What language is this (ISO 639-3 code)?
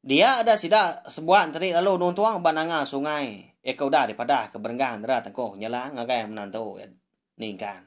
iba